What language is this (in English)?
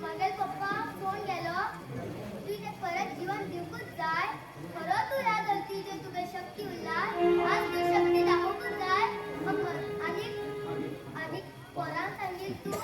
Konkani